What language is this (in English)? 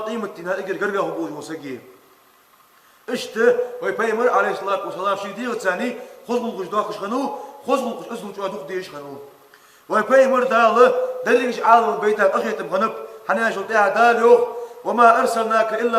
Ingush